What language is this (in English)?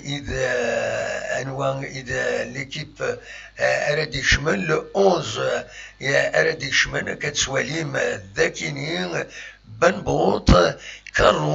Kabyle